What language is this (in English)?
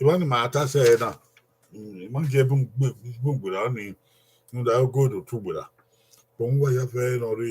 Bini